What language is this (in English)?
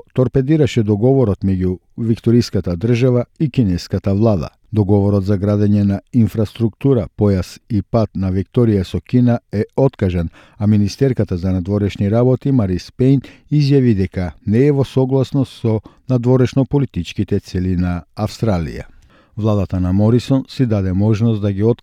Macedonian